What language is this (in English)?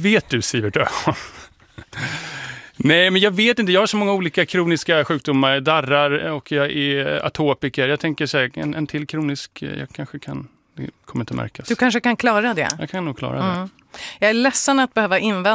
Swedish